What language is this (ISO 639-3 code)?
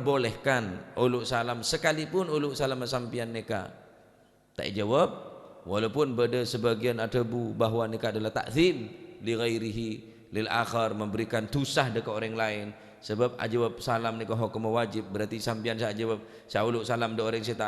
mad